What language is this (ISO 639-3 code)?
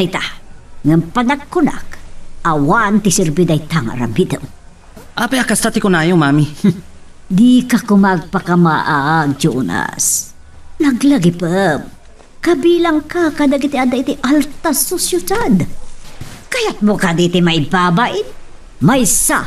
ilo